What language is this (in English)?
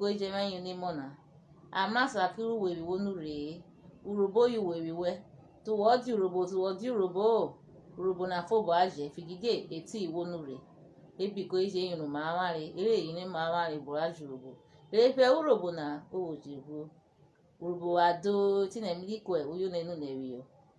Urhobo